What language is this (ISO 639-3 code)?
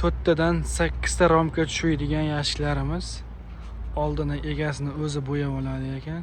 uzb